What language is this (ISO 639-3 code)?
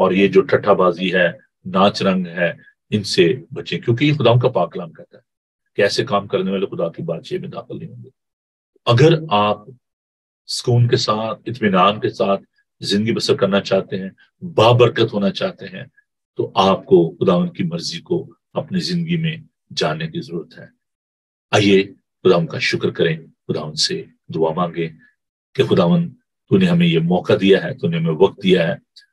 urd